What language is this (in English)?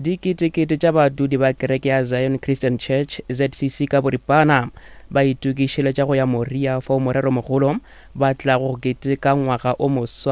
Northern Sotho